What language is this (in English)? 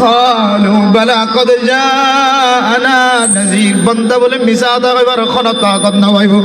Rohingya